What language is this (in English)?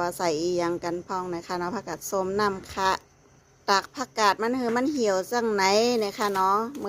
Shan